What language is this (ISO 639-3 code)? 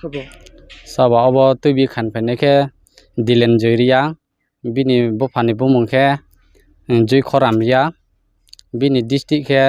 trp